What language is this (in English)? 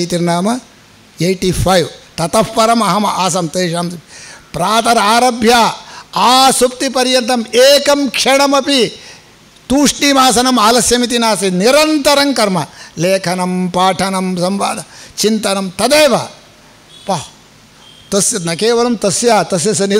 Sanskrit